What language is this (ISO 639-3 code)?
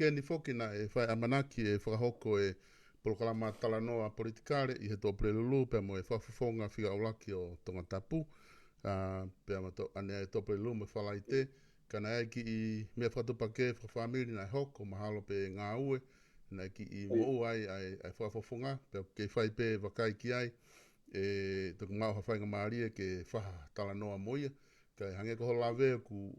ton